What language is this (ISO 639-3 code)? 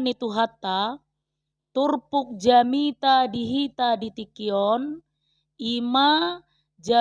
bbc